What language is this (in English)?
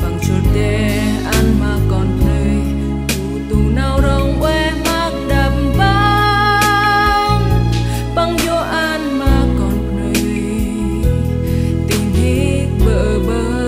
Central Mnong